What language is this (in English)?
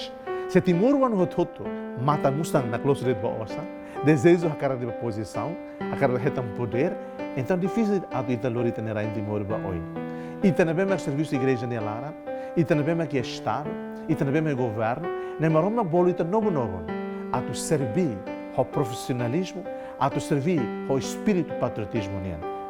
Tetum